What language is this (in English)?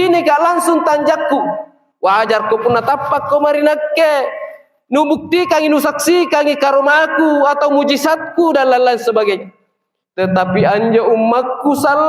Makasar